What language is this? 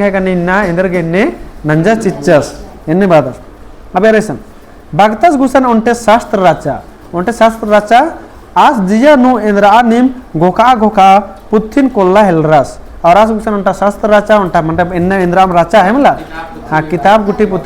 Kurukh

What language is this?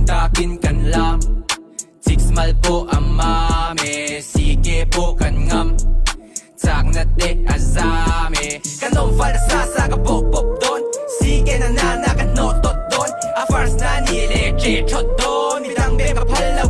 Mizo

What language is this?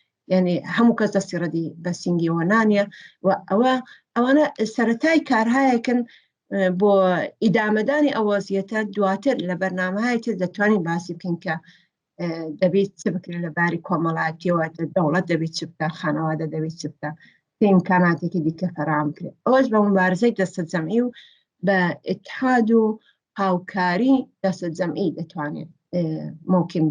Central Kurdish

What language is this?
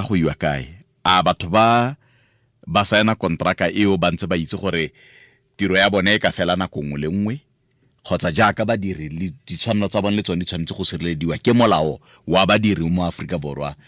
Tswana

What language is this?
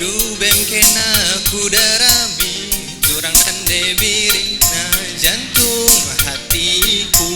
Batak Karo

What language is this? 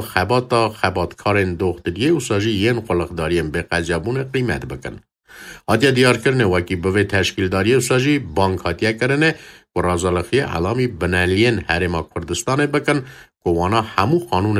Kurdish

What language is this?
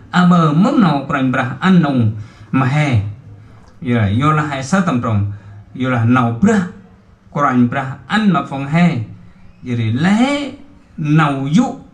Central Mnong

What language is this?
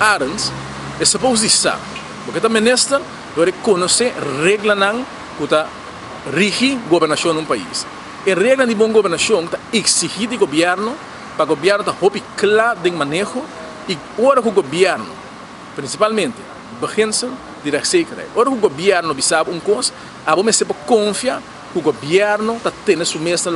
Papiamento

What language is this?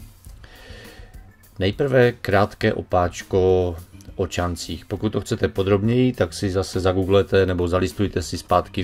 Czech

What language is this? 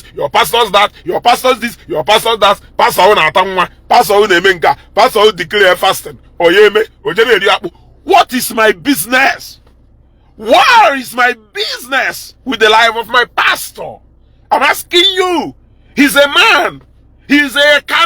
Igbo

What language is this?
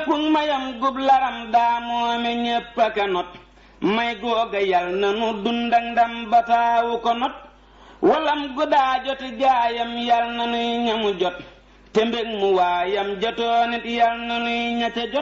Wolof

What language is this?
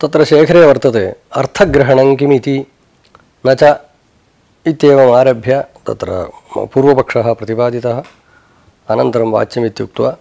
Sanskrit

